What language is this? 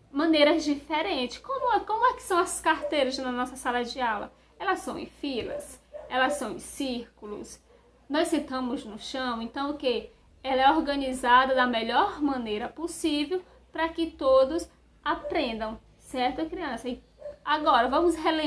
Portuguese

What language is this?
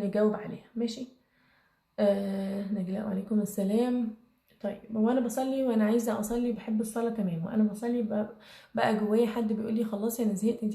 Egyptian Arabic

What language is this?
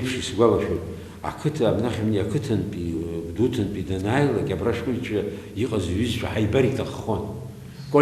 Abkhazian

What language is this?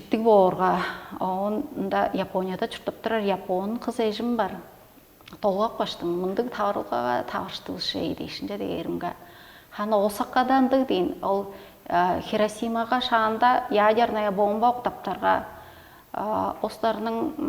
Tuvinian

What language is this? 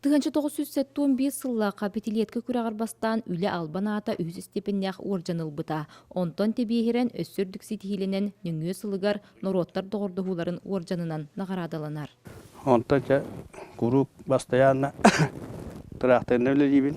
Yakut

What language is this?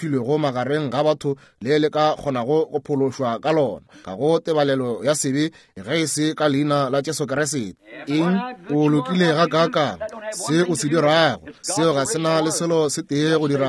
Northern Sotho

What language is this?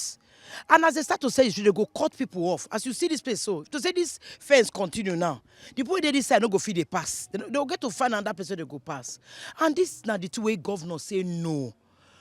Nigerian Pidgin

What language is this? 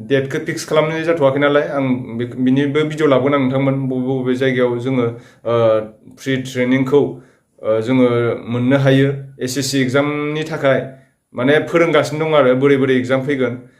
Bodo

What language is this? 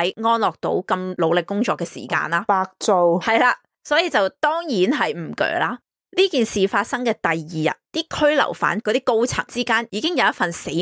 Cantonese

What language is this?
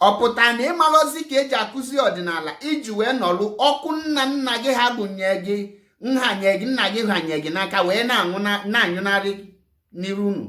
Igbo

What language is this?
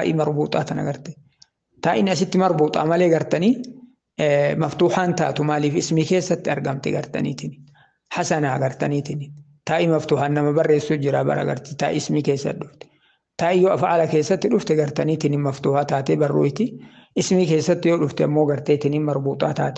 Oromo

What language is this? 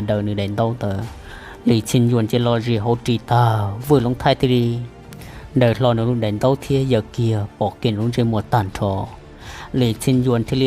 Hmong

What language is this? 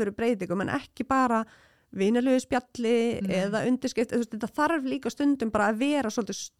Icelandic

